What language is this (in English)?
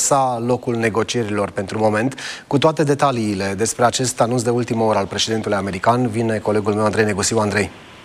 Romanian